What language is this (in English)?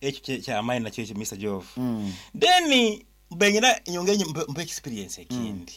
Nyankole